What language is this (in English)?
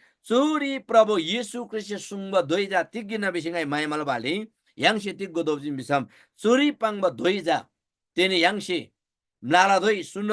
Eastern Tamang